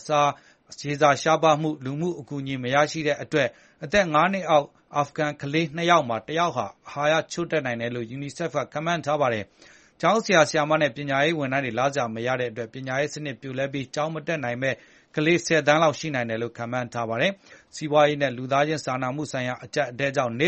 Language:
Burmese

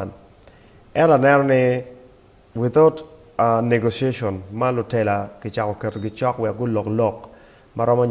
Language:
Acoli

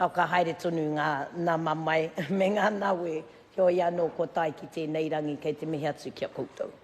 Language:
Māori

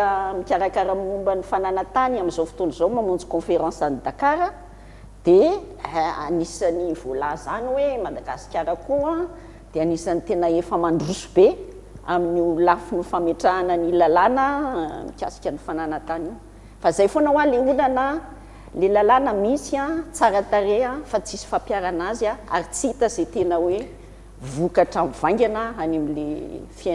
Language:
Malagasy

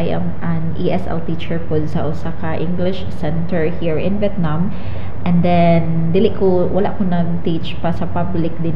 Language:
Cebuano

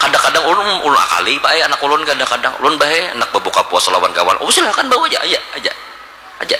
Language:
Banjar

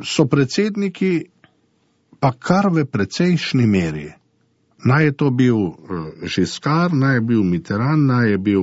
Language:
Slovenian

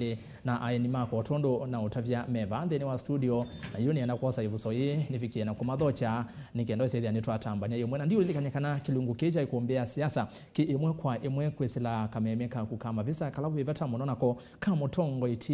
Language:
Kamba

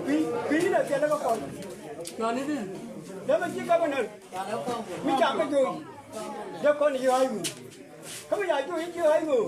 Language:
Nuer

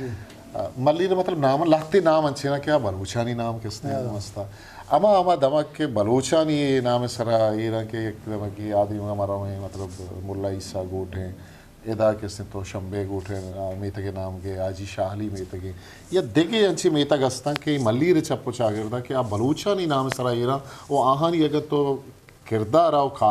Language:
Eastern Balochi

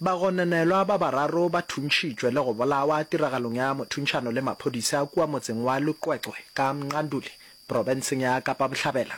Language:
Northern Sotho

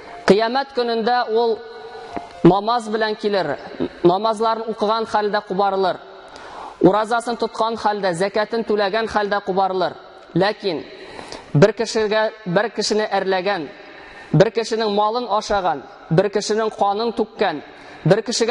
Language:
Tatar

